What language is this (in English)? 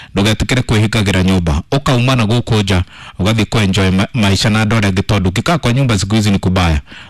Kikuyu